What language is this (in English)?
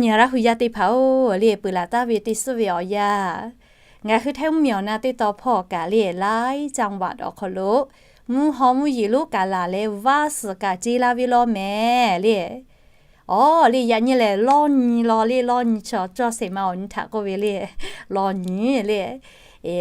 Lahu